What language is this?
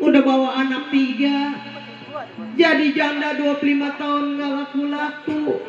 Betawi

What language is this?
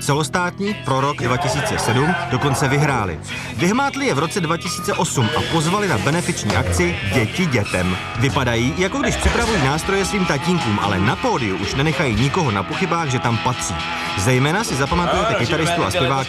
Czech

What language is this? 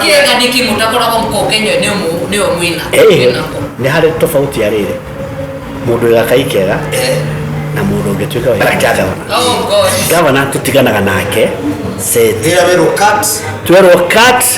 Kikuyu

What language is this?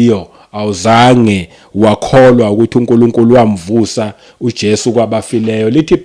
Zulu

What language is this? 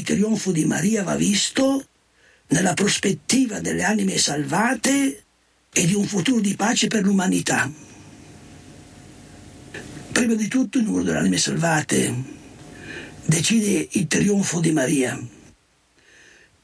Italian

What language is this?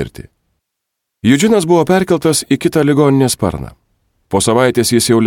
Lithuanian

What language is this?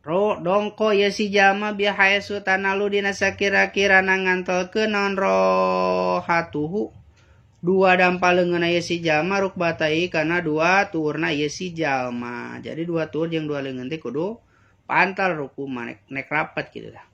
Sundanese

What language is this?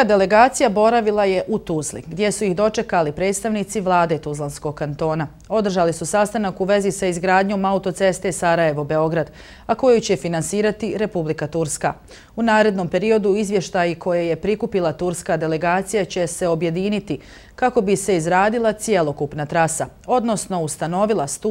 Bosnian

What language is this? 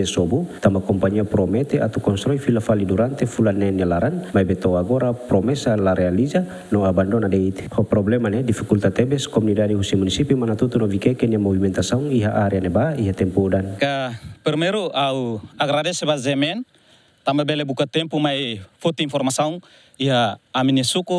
Tetum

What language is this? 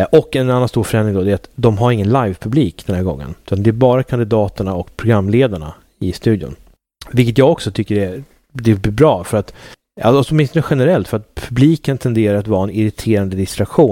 Swedish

